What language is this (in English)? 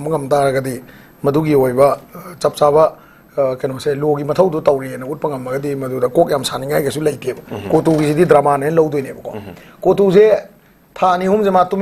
Manipuri